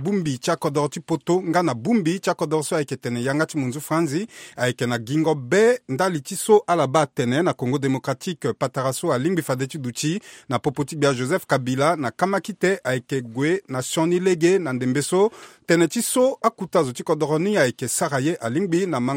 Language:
Sango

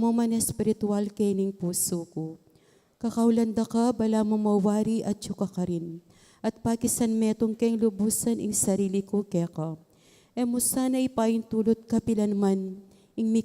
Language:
Pampanga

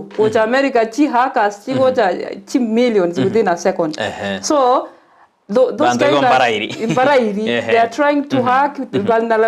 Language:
Gusii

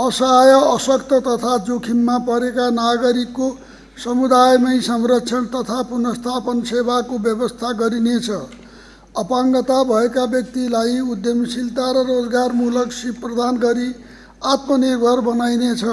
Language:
Nepali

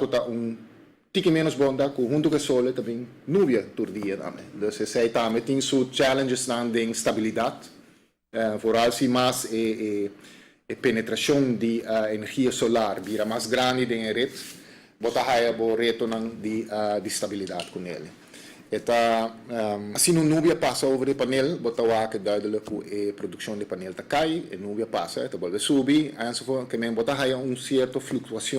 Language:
Papiamento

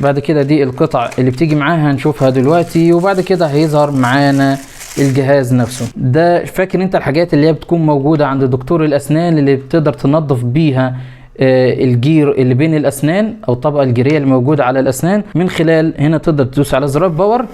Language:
Egyptian Arabic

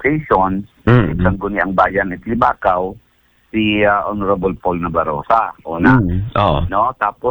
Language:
Aklanon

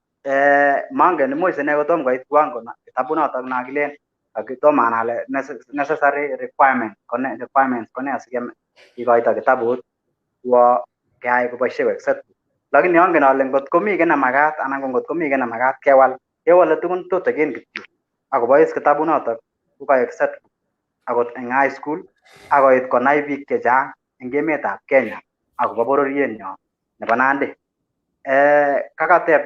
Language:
Kalenjin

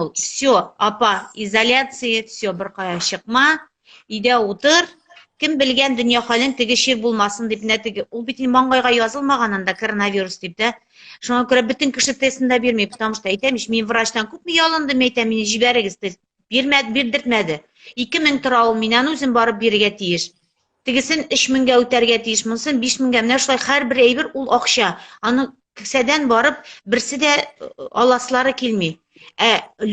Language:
Tatar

